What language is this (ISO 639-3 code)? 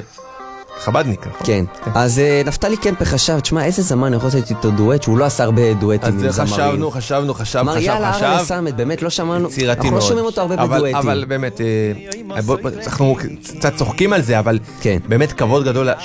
heb